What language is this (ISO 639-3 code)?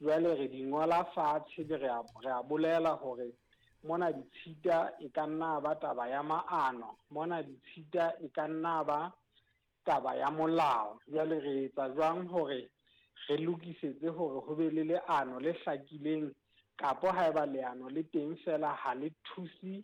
sot